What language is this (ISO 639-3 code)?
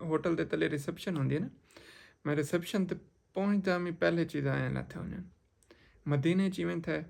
skr